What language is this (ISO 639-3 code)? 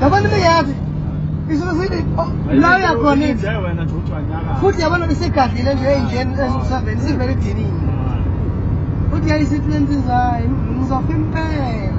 zul